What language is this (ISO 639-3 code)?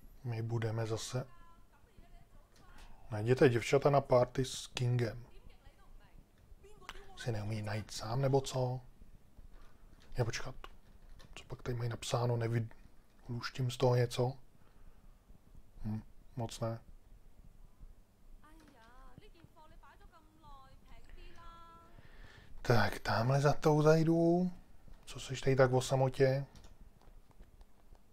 ces